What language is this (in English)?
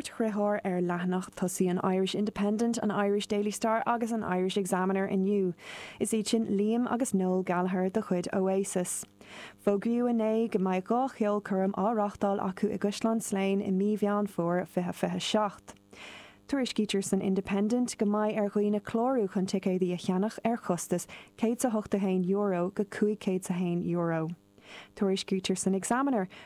Irish